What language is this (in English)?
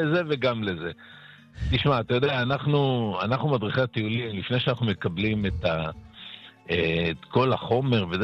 Hebrew